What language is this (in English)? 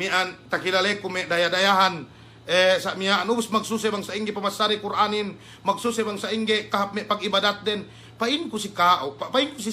Yakan